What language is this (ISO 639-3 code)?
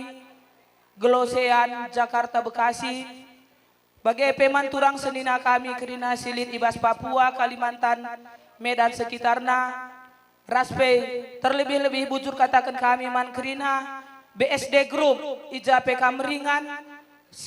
btx